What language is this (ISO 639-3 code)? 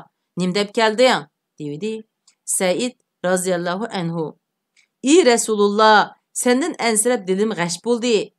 uig